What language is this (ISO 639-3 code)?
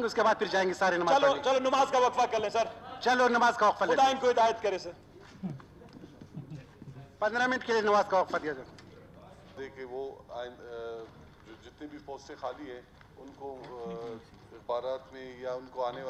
urd